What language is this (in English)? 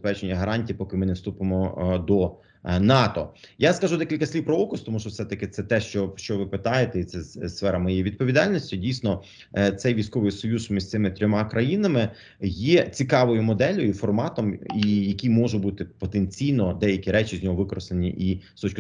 Ukrainian